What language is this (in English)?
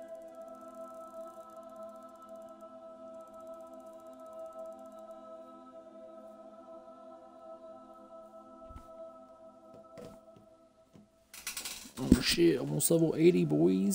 English